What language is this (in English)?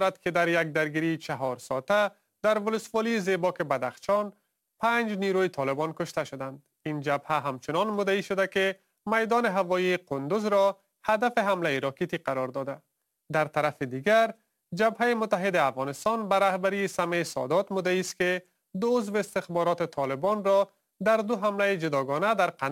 Persian